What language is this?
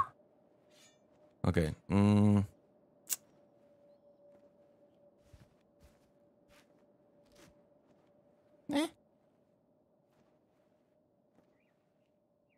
Polish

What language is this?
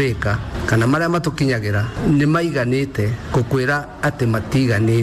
Kikuyu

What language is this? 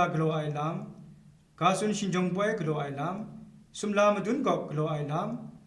Kachin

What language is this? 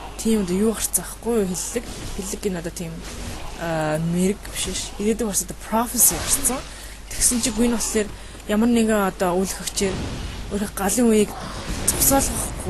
Mongolian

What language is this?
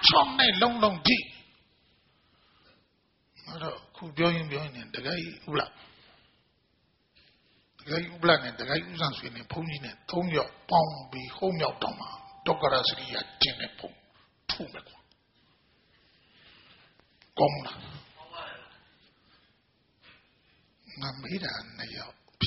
Burmese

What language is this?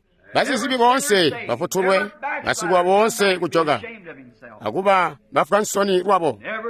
Tonga (Zambia)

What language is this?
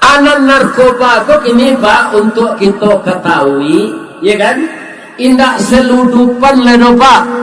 Minangkabau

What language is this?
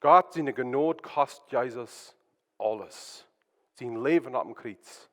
Plautdietsch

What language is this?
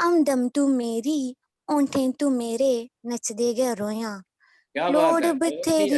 Dogri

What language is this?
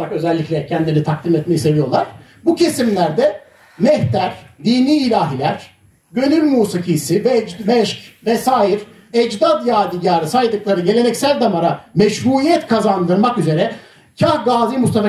Turkish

